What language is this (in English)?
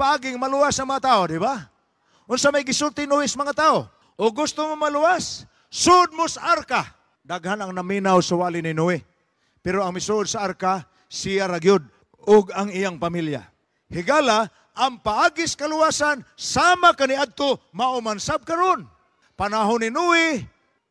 Cebuano